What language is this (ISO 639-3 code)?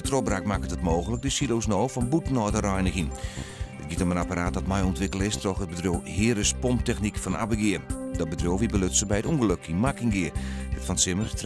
fry